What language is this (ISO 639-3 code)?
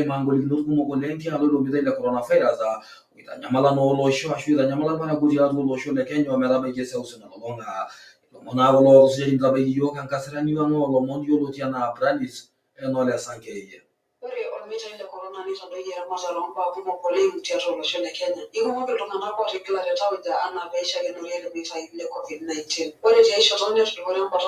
mas